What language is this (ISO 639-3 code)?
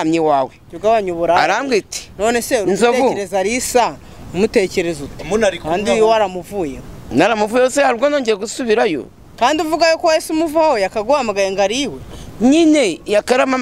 kin